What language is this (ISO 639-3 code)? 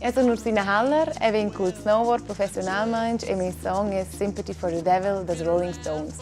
roh